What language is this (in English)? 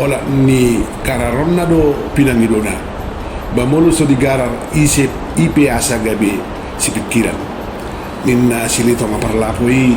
Batak Toba